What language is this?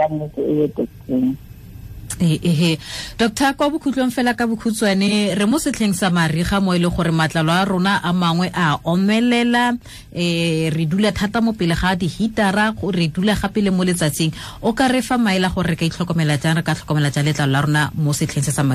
Tswana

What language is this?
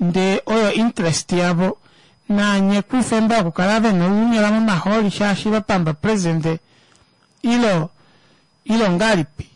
Kuanyama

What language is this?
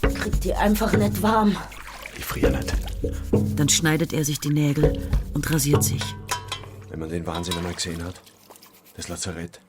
Swiss German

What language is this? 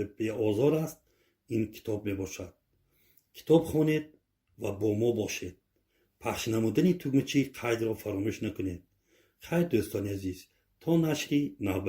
Tajik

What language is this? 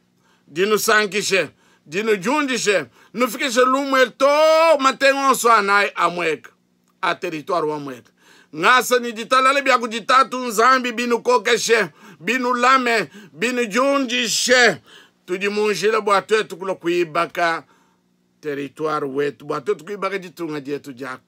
Luba-Lulua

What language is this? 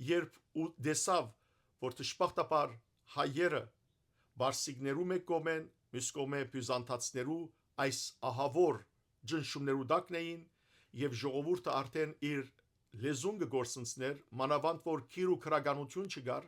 Western Armenian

